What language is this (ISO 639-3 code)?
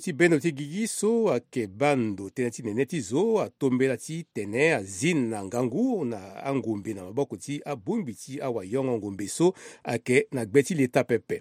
sag